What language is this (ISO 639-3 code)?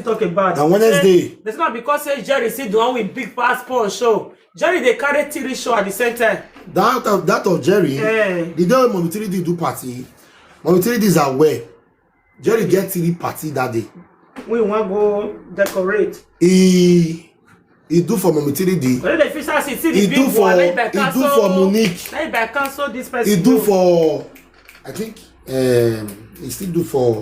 pcm